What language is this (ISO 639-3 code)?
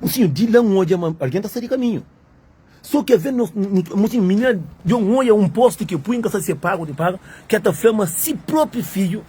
kea